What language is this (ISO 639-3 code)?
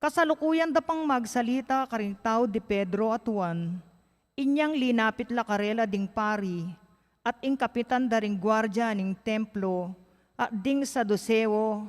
pam